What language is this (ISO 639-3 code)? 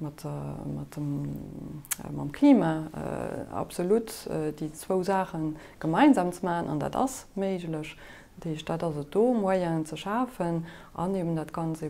ltz